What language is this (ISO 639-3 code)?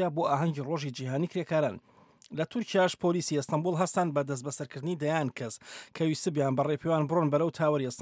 ckb